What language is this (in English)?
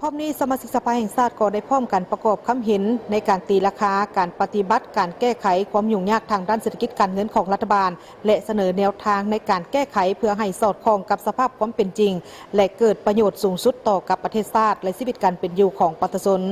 Lao